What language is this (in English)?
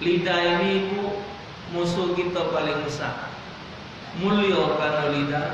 Musi